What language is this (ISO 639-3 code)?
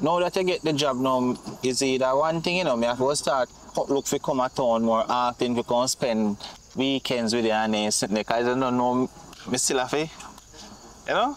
jam